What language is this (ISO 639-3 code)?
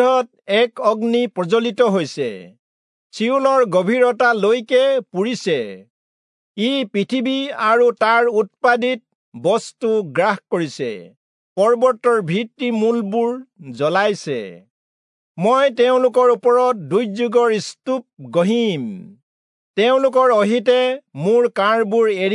asm